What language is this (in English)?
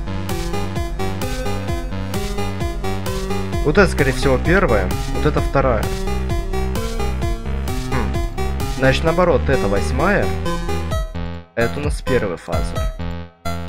Russian